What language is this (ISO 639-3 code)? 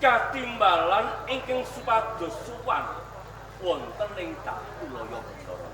jav